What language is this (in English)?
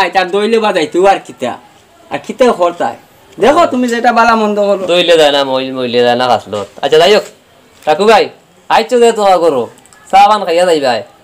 Sylheti